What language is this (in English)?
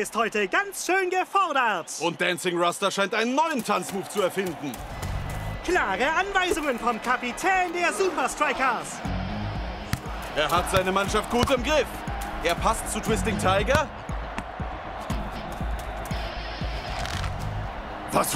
German